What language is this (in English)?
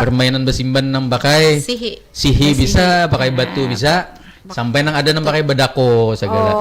Banjar